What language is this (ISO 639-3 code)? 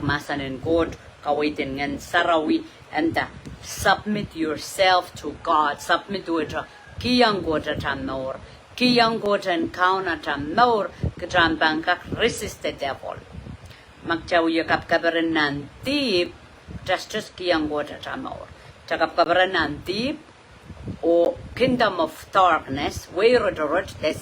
pon